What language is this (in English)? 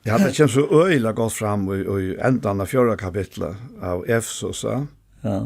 Faroese